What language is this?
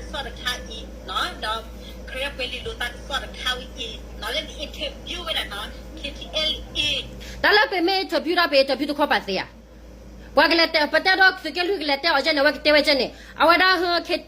S'gaw Karen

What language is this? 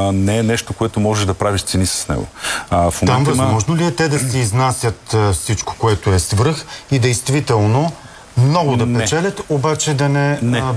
Bulgarian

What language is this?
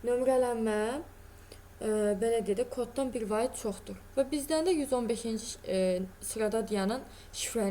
Azerbaijani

